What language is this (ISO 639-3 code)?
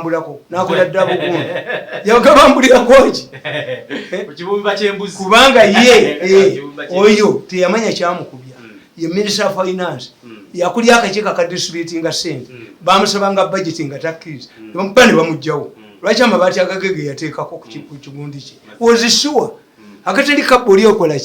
lug